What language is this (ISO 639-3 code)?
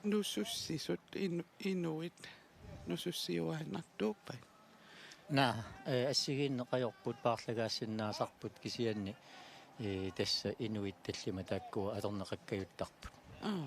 kal